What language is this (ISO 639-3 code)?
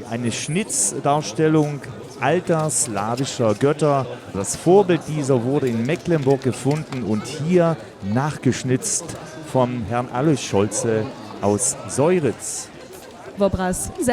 hsb